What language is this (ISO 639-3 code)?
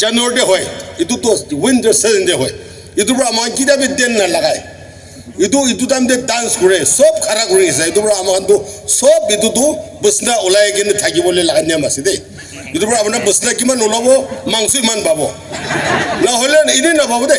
nag